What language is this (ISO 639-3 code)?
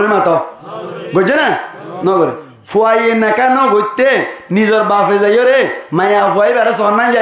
rhg